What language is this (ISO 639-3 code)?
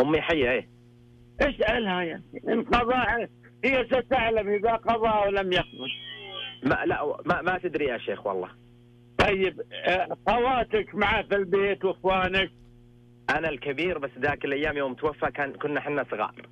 ars